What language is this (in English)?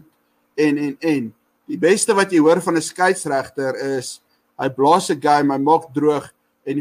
Afrikaans